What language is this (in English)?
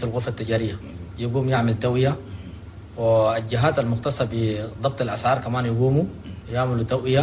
Chadian Arabic